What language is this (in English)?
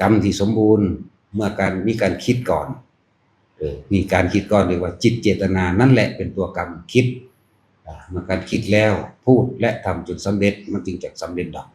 Lao